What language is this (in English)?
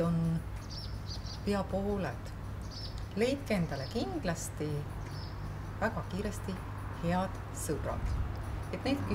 Estonian